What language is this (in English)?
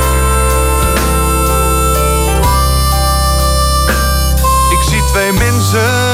Dutch